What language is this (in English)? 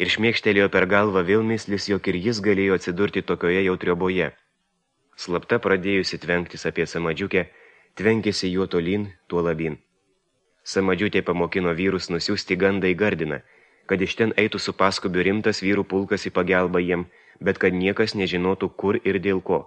Lithuanian